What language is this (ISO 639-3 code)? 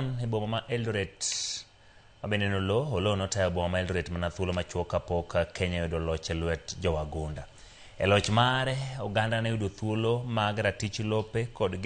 luo